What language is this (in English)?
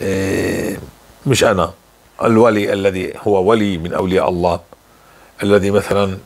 North Levantine Arabic